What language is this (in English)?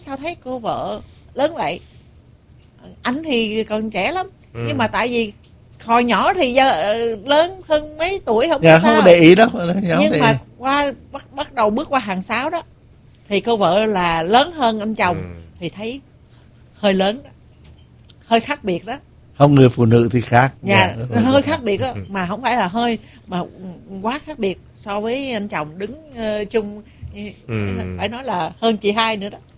Vietnamese